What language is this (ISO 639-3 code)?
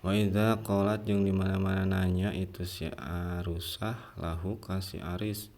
sun